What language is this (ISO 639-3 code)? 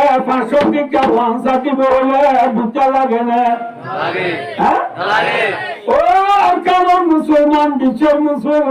rhg